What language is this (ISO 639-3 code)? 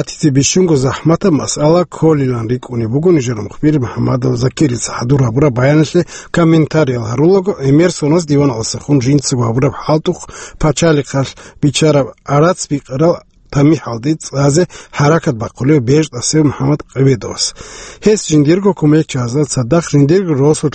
ava